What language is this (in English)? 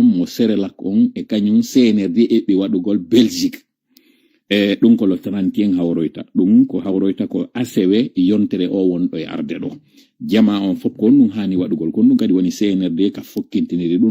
Pular